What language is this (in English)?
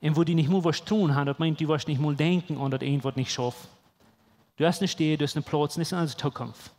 Plautdietsch